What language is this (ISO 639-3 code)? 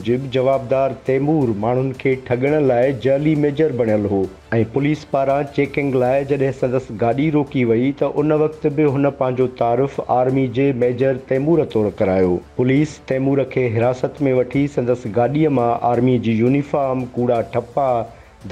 snd